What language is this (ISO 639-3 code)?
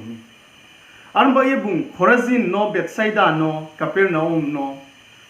ria